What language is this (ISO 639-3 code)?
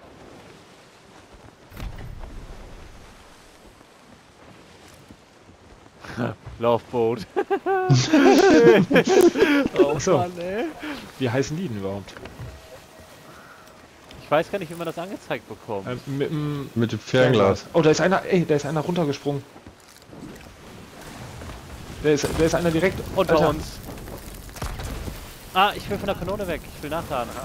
deu